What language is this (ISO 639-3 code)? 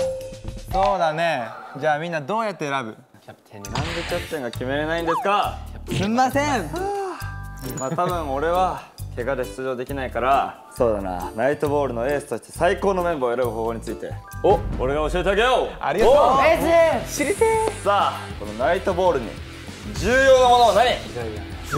jpn